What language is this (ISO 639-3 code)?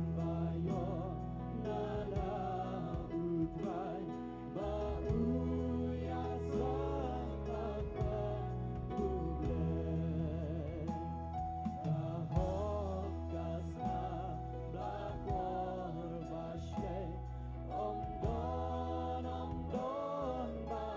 kha